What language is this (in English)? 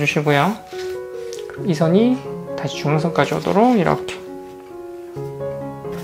Korean